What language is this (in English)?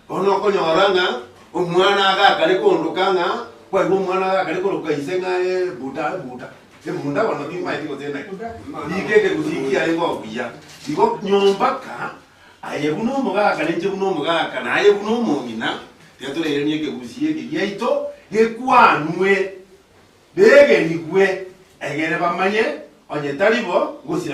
Gusii